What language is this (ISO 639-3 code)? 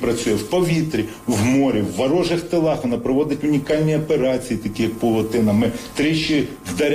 ukr